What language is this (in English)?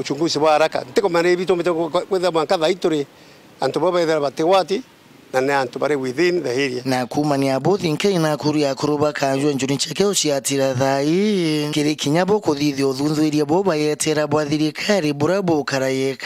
Meru